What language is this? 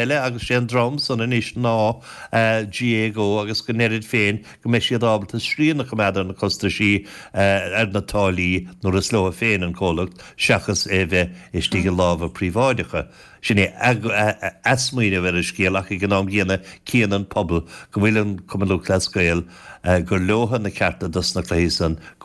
Irish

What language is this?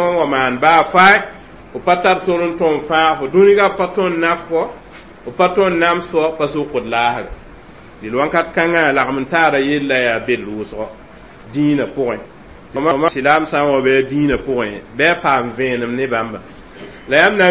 Mossi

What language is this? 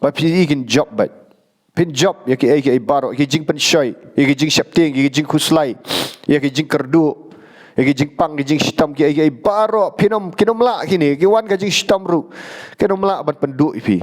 Khasi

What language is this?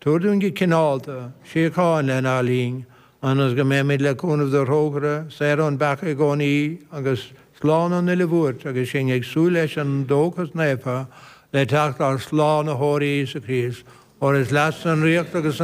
Irish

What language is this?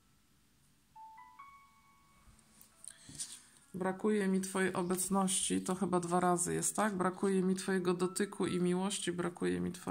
Polish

